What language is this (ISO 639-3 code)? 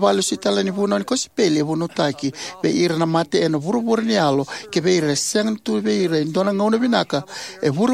fij